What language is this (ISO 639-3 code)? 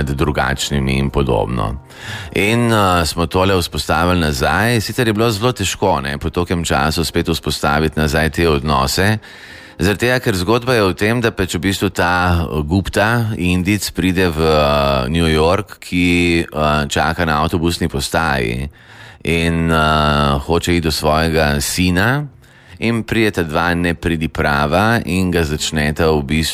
slv